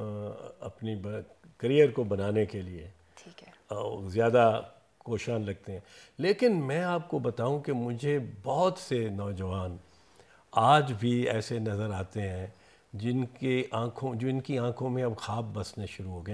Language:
Urdu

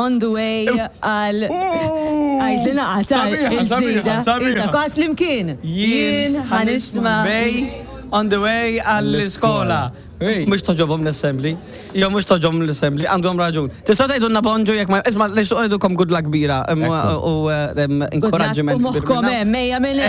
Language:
Maltese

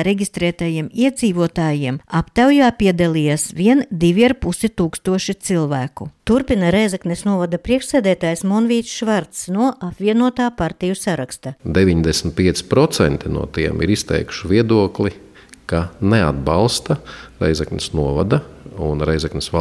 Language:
Latvian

